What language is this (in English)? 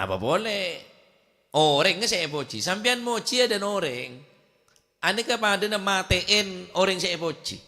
Madurese